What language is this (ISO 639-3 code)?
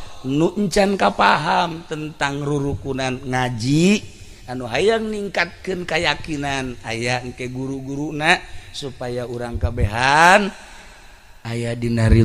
sun